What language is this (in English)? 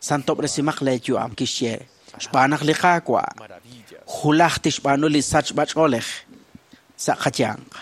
Kekchí